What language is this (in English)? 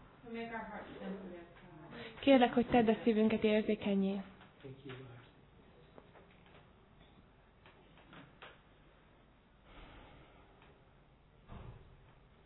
Hungarian